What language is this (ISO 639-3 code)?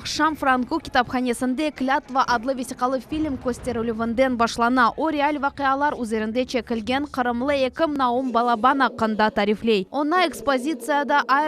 crh